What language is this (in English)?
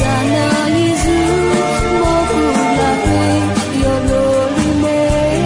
Akha